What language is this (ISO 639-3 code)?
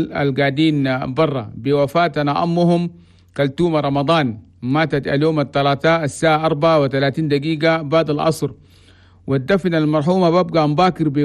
shu